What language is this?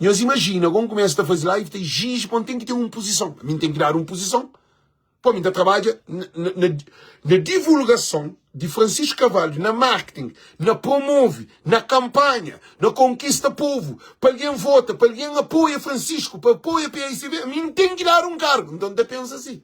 Kabuverdianu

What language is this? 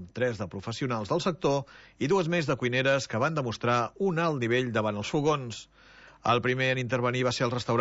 Catalan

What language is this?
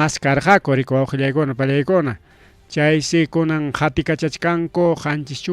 Ayacucho Quechua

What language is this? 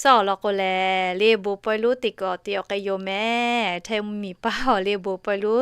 Lahu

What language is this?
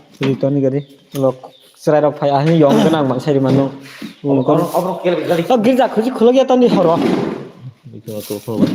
Kok Borok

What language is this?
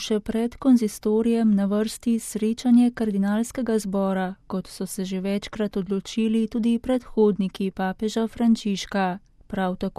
Slovenian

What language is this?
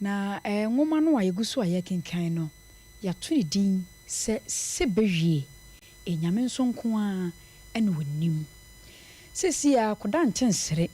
Akan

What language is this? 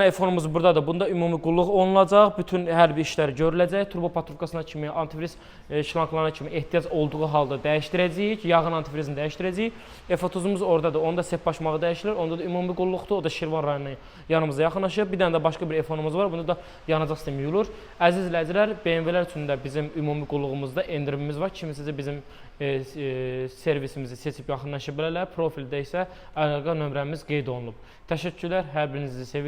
Azerbaijani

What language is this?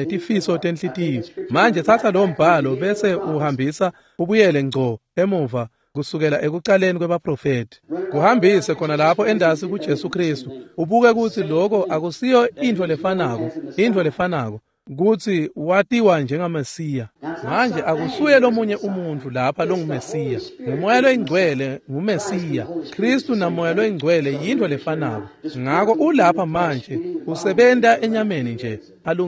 Swati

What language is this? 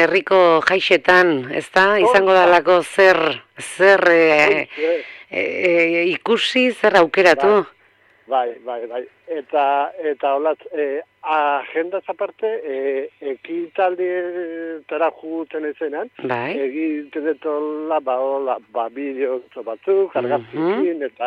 Basque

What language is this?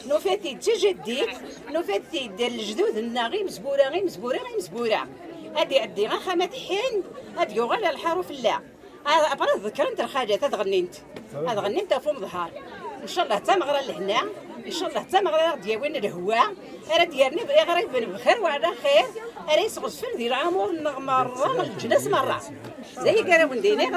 Kabyle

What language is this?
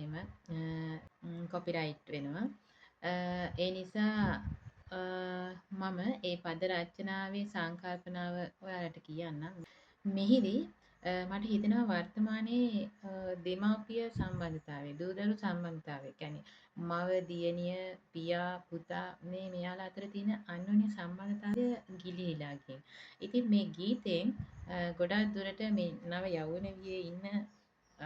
Sinhala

